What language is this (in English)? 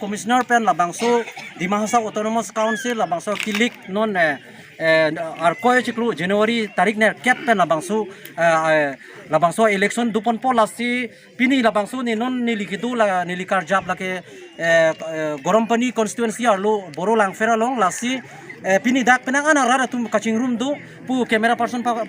Karbi